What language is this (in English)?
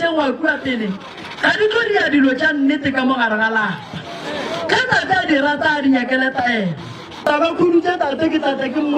Northern Sotho